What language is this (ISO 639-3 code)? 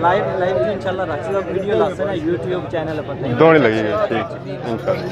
phr